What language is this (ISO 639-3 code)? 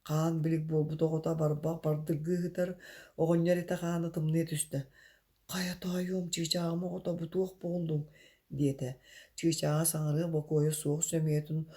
sah